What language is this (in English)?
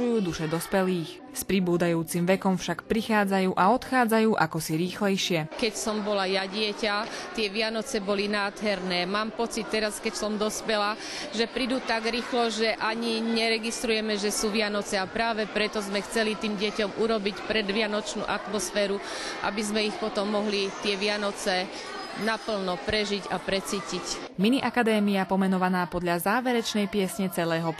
Slovak